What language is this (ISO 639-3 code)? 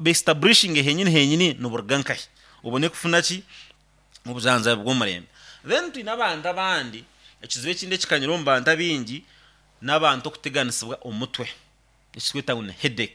nyn